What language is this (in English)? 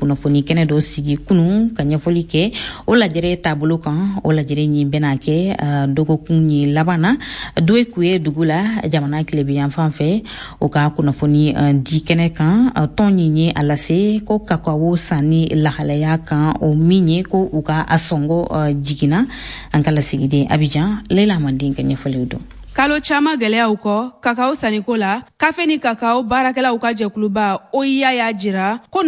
Bambara